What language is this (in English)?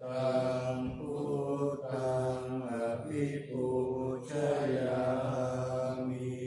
Pali